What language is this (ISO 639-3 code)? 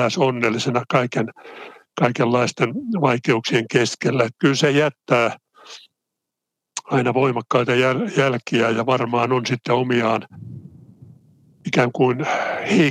fin